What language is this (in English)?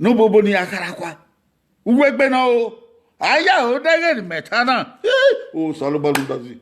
Bini